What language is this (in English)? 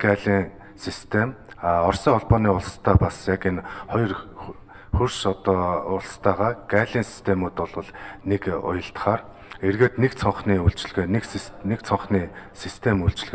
Mongolian